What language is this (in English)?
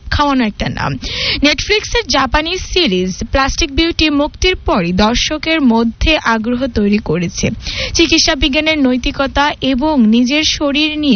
Bangla